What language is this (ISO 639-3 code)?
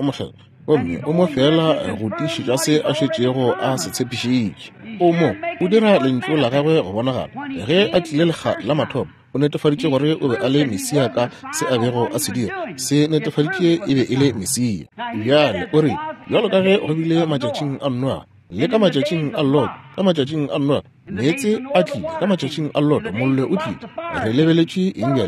nso